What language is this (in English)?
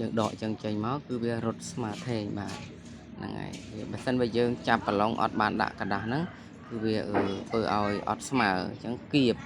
Khmer